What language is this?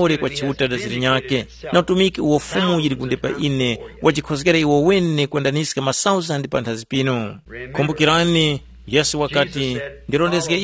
Tumbuka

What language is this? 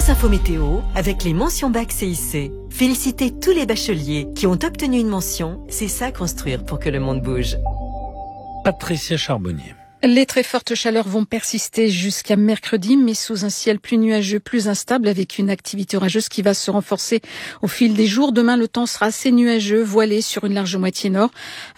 French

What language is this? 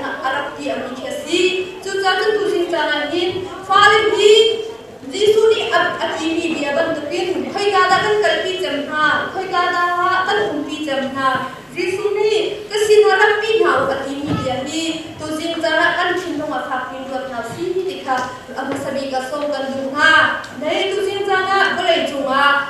Hakha Chin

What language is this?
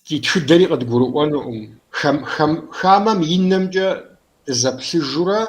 Kabardian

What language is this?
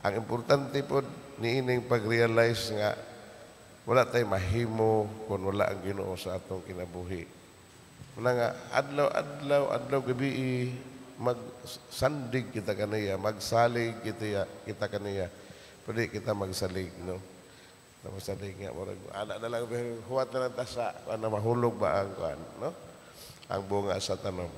Cebuano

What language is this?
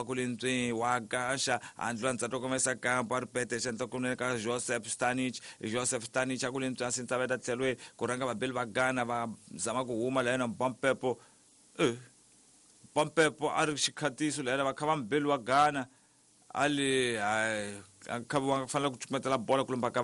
Tsonga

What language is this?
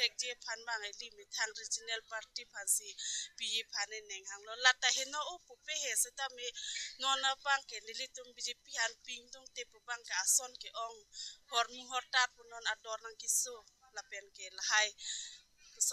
Karbi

